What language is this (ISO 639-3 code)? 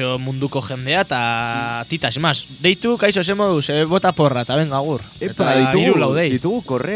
eus